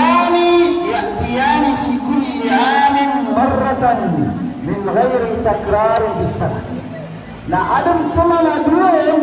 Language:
Maranao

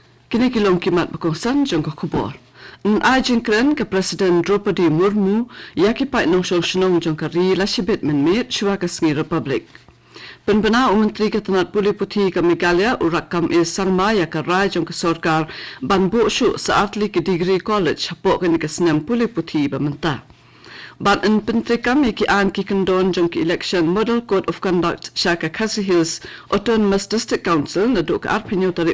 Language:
Khasi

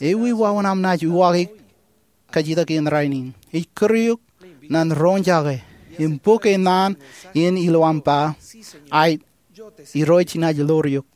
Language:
Marshallese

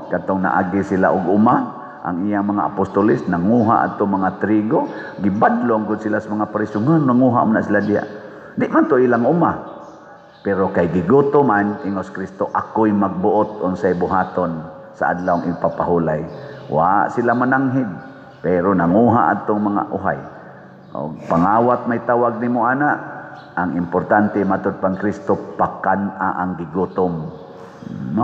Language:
Cebuano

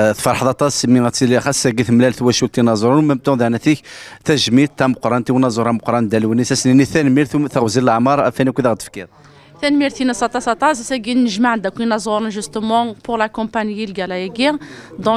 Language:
Kabyle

